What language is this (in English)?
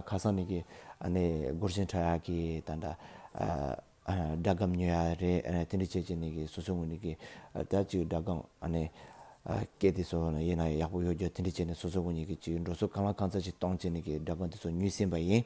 Tibetan